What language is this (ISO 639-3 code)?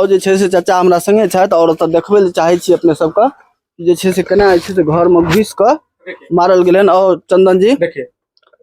mai